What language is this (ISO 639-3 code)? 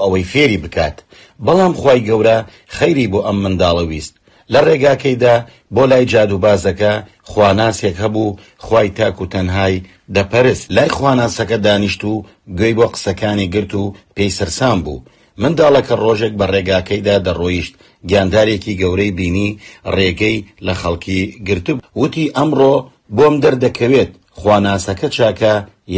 ckb